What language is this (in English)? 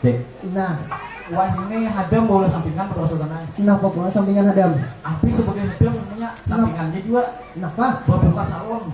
Banjar